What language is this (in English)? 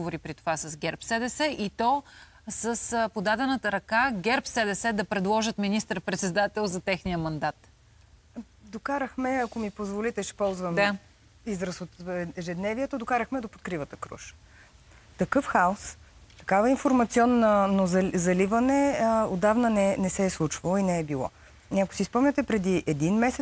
Bulgarian